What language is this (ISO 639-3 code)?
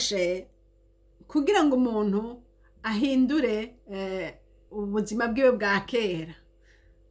run